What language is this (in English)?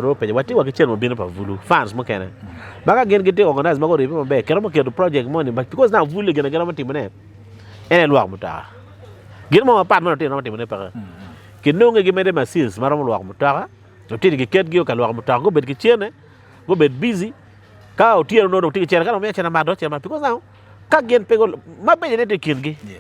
Acoli